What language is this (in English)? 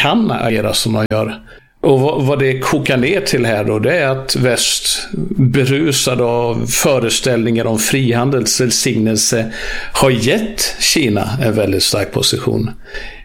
Swedish